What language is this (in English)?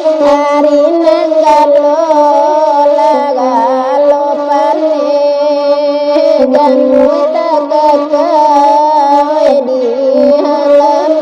Minangkabau